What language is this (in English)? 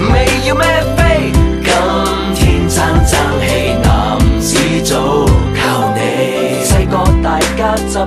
Cantonese